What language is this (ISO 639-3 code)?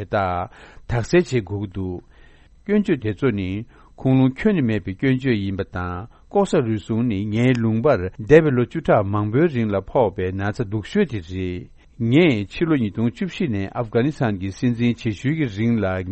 bod